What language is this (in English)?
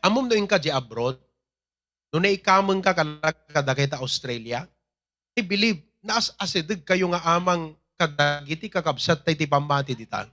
Iloko